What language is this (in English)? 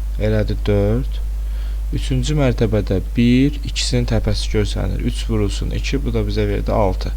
Azerbaijani